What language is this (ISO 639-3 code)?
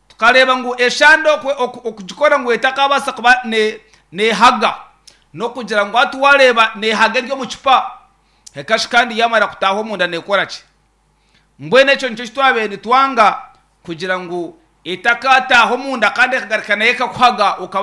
nyn